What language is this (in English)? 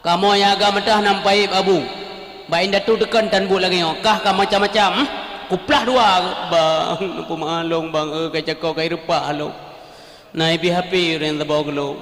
Achinese